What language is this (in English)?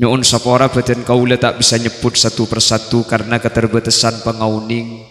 Madurese